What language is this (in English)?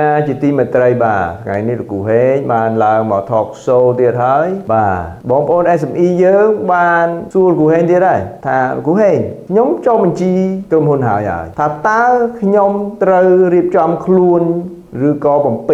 Khmer